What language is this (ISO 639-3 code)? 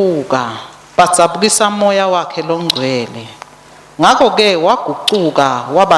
ssw